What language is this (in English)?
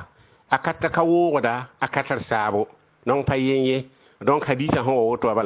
Mossi